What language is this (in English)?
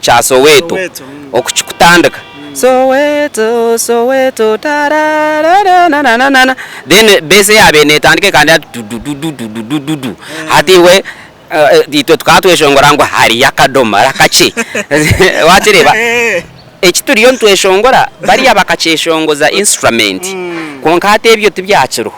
Nyankole